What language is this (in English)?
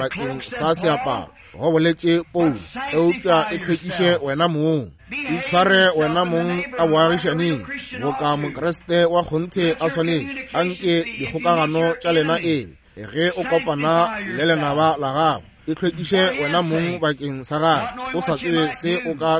Northern Sotho